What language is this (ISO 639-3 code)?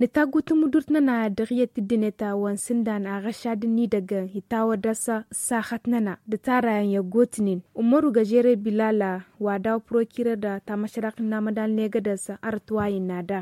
taq